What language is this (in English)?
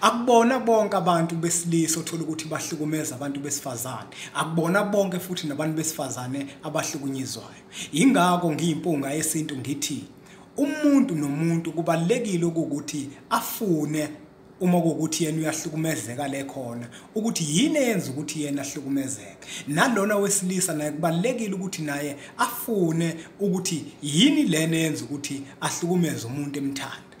Zulu